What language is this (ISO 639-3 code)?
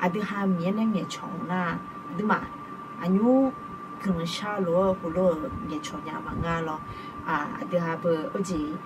ahk